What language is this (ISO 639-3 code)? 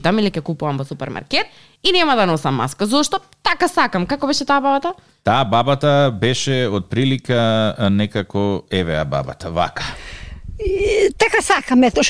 mkd